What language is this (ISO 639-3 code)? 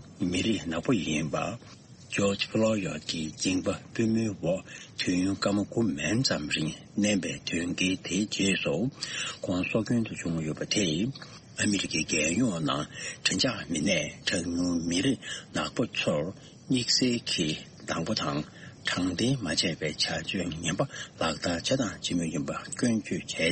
bod